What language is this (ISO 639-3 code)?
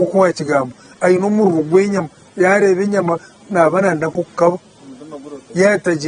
nyn